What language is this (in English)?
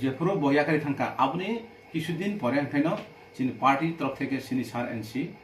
Kok Borok